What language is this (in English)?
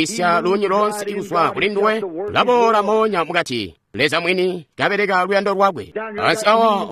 Tonga (Zambia)